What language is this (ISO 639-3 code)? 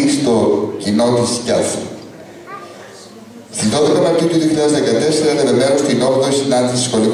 ell